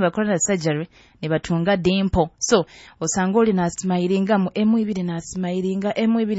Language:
Nyoro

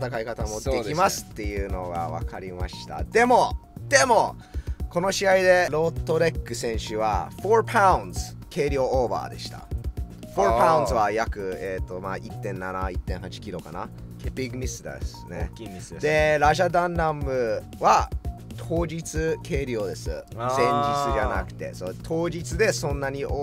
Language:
Japanese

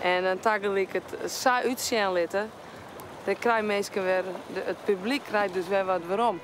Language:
Western Frisian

